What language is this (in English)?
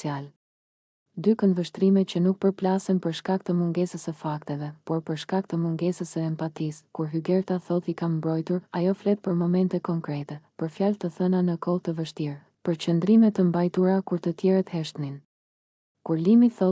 Albanian